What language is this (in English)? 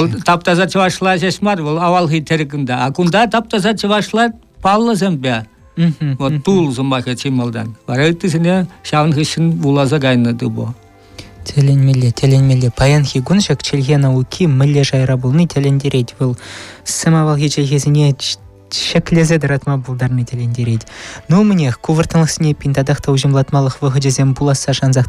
Chuvash